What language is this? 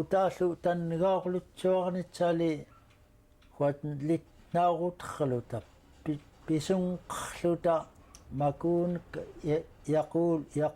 Central Yupik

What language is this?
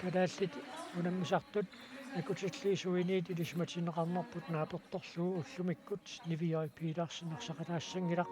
Kalaallisut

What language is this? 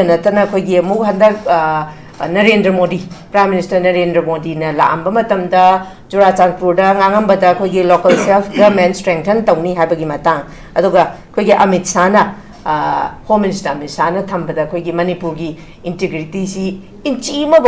Manipuri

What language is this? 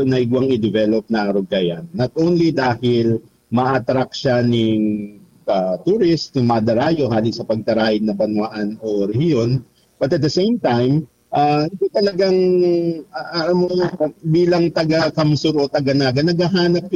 Bikol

